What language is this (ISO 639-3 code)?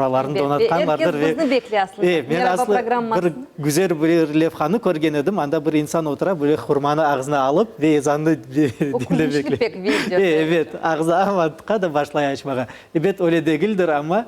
crh